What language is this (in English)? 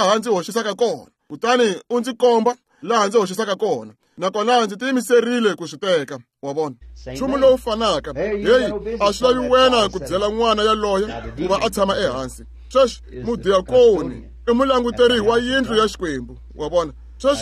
Tsonga